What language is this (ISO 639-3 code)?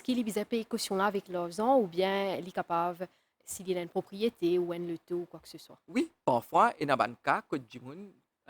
mfe